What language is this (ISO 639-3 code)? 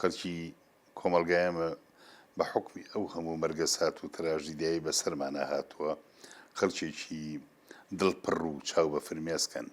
ckb